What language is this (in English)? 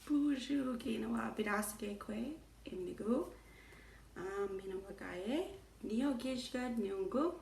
Chippewa